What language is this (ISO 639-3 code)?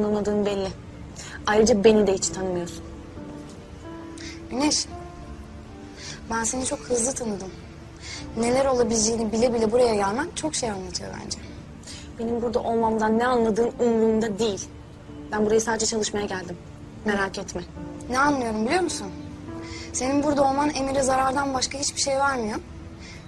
tur